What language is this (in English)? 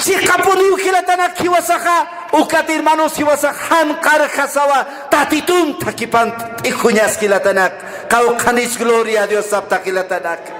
Aymara